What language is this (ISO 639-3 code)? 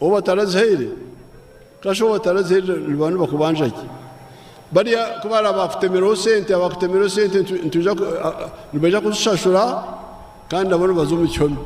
nyn